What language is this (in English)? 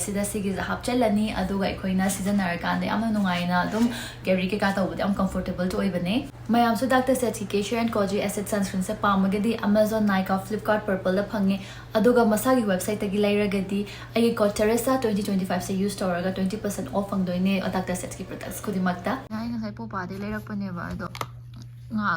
Manipuri